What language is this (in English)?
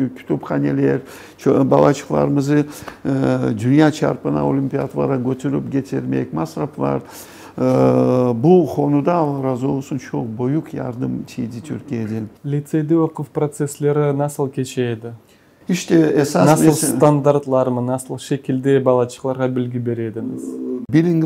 Crimean Tatar